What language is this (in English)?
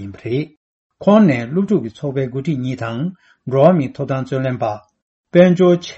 Tibetan